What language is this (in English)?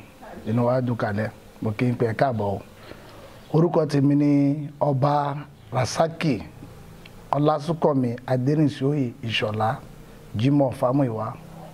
Yoruba